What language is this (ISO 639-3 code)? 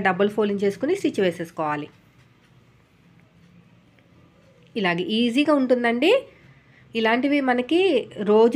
tel